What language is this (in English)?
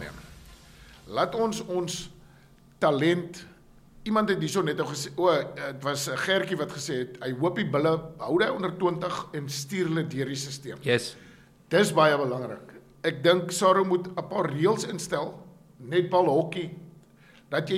Afrikaans